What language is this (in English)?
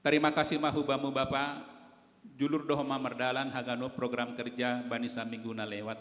Batak Simalungun